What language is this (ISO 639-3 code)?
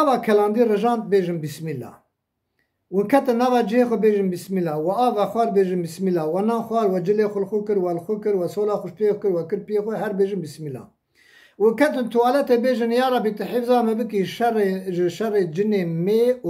kur